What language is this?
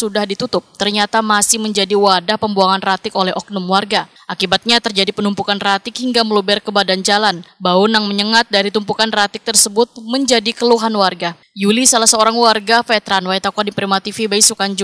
Banjar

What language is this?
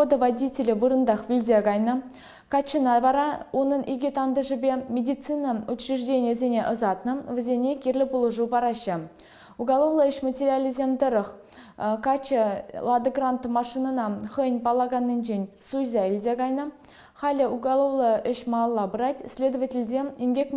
Chuvash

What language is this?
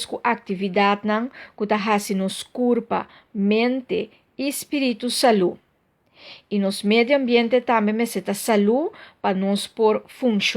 Papiamento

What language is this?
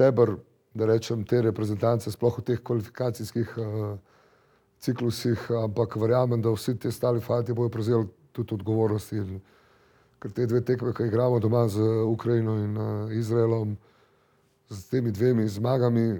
Slovenian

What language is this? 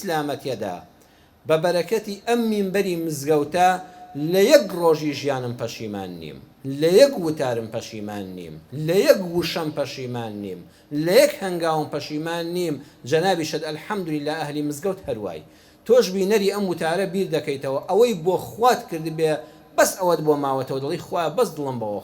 Central Kurdish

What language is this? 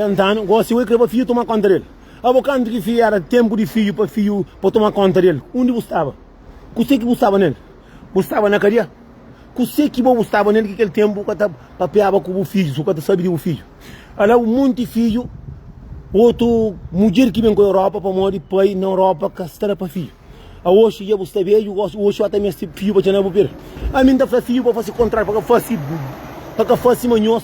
Kabuverdianu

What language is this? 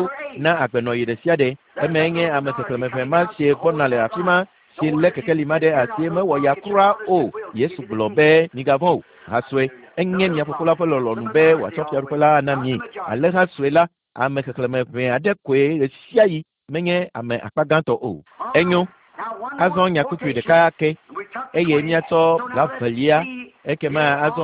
Ewe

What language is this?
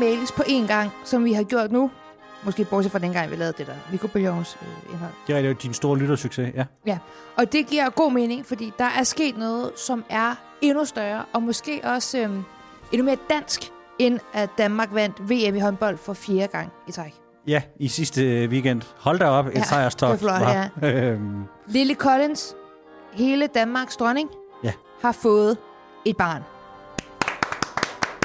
Danish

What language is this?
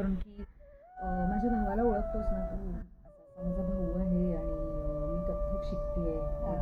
Marathi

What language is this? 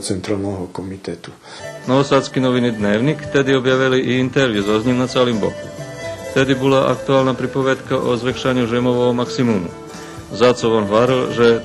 Rusyn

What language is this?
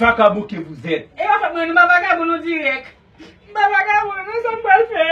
Haitian Creole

